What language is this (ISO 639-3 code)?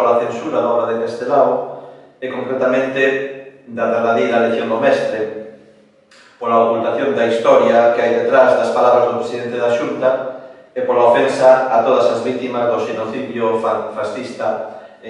glg